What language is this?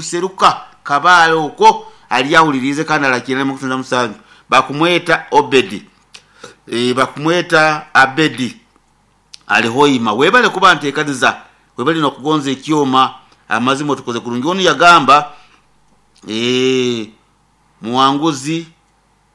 Nyoro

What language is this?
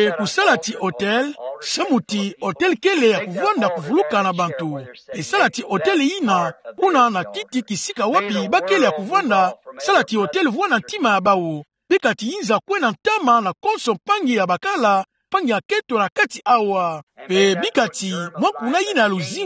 Kituba (Democratic Republic of Congo)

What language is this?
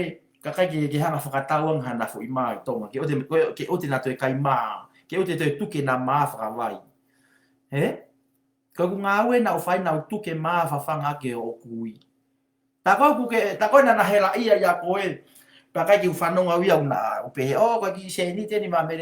Tongan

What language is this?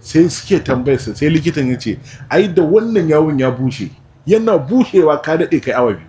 Hausa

